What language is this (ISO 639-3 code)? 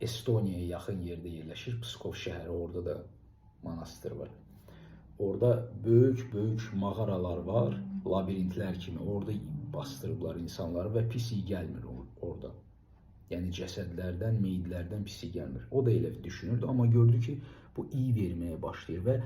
aze